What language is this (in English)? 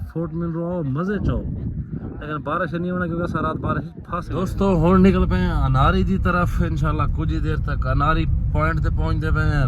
Saraiki